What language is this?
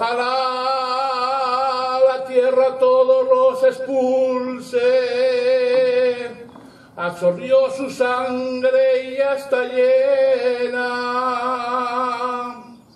Spanish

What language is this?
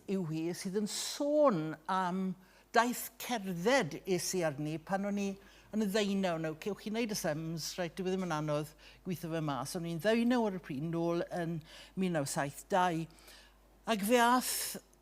Welsh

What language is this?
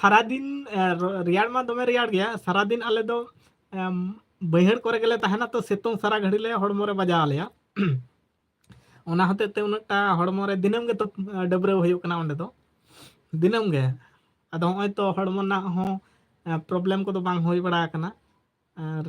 Santali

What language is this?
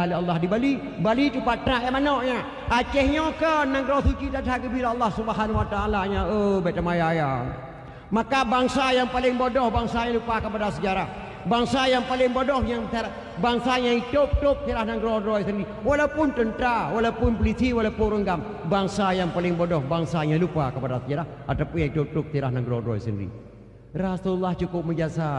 Achinese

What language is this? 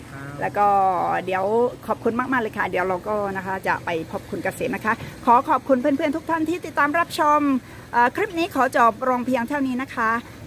Thai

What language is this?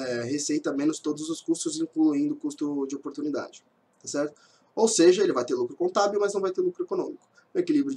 Portuguese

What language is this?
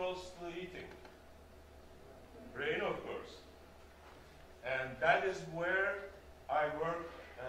English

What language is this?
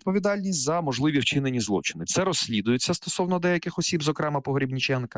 Ukrainian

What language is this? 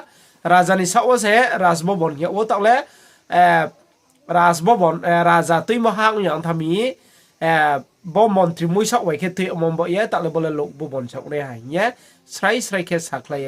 Riang (India)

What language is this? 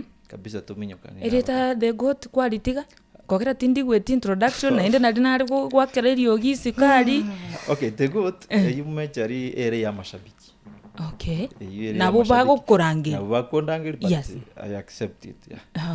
Gusii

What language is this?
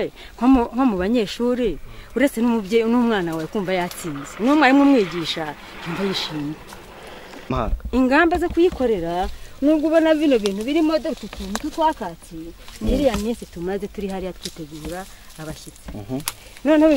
Kinyarwanda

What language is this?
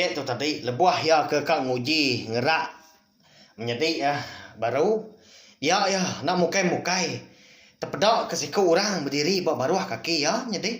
Iban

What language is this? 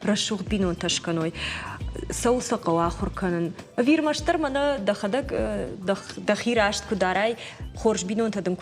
Ossetic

